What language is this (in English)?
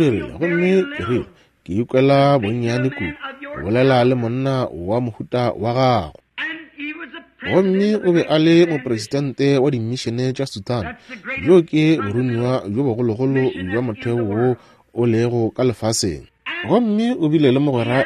Northern Sotho